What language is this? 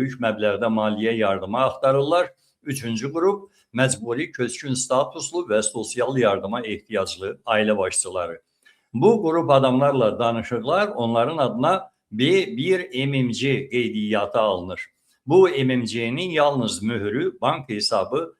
Azerbaijani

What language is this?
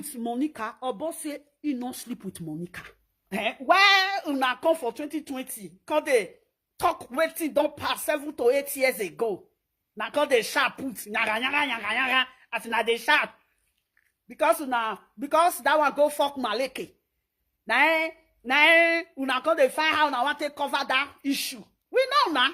Nigerian Pidgin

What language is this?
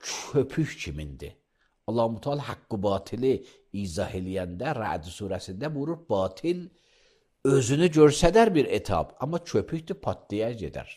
Azerbaijani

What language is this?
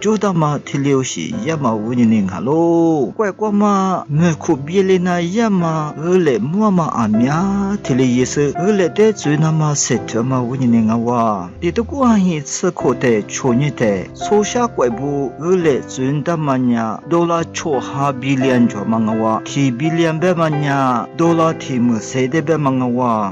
Lisu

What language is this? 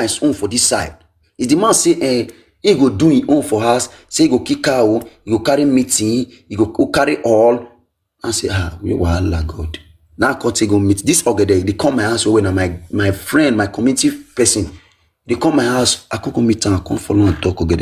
Nigerian Pidgin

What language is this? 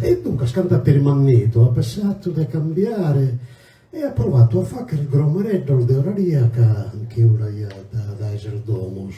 Sardinian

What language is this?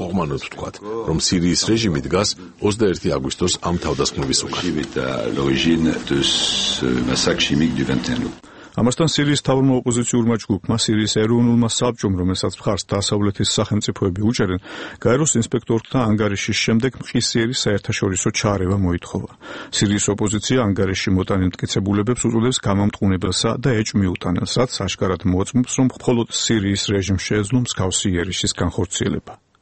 Georgian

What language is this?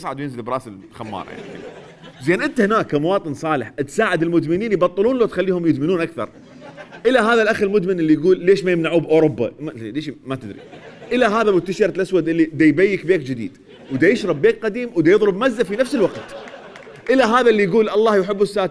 Mesopotamian Arabic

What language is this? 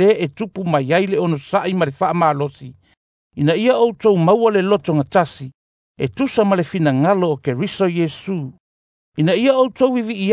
Samoan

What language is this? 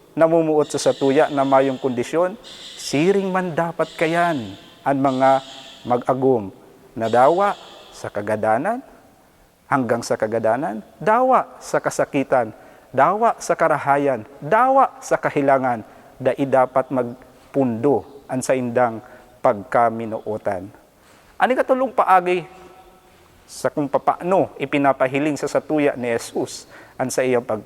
Bikol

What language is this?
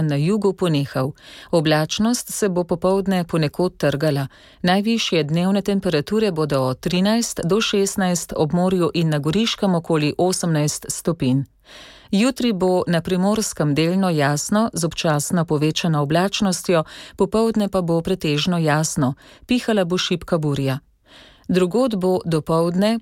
Slovenian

